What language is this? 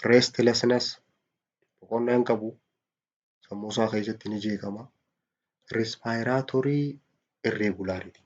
Oromo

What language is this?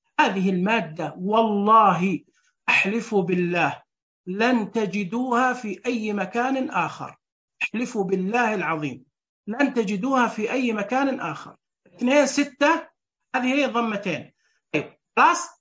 Najdi Arabic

